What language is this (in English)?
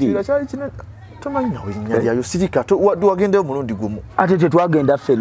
Ganda